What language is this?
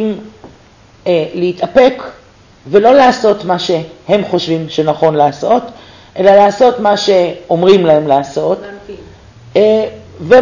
Hebrew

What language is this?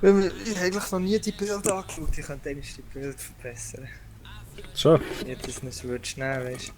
Swiss German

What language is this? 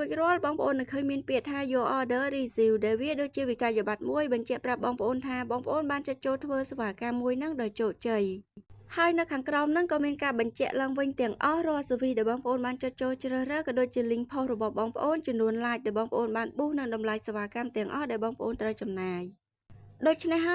Khmer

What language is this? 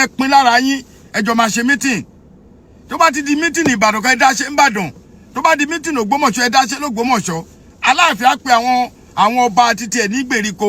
Yoruba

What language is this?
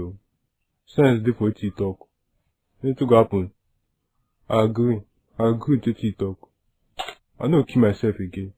Nigerian Pidgin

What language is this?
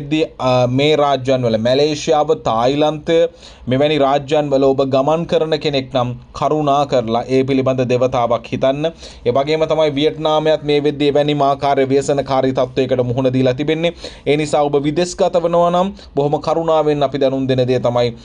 Sinhala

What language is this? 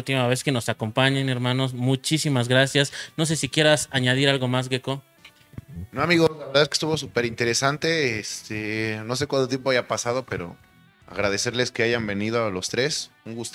Spanish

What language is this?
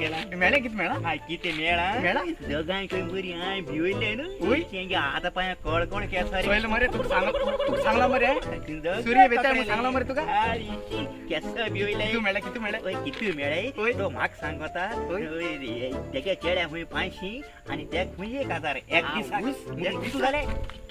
Konkani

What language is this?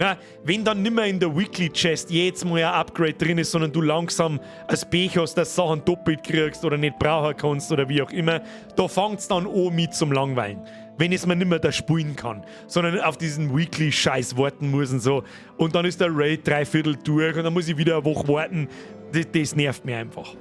Bavarian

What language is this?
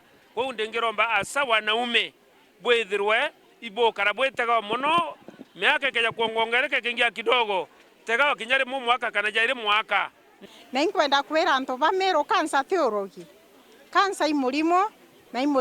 Meru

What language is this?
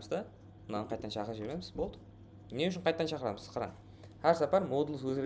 Kara-Kalpak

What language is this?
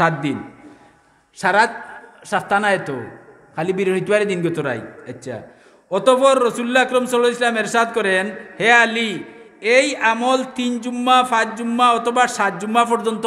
Sylheti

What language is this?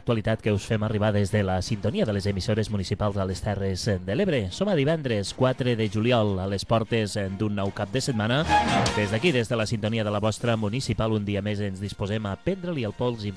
Catalan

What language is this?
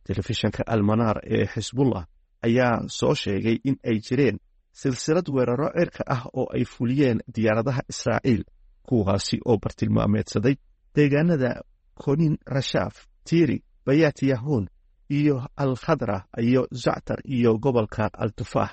Somali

